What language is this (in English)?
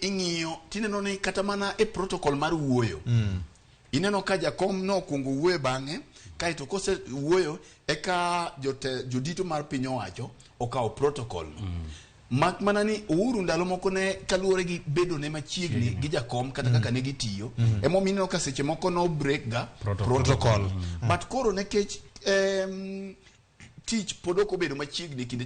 Luo (Kenya and Tanzania)